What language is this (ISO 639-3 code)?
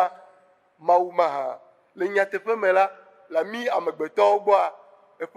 ewe